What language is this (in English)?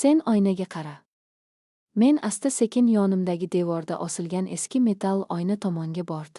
Uzbek